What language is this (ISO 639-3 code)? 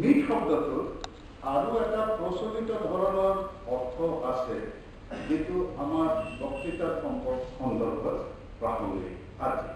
asm